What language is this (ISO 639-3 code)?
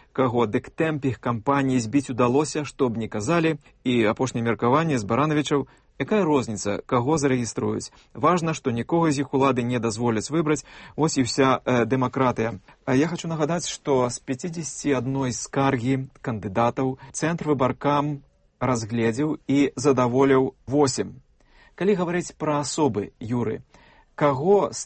bel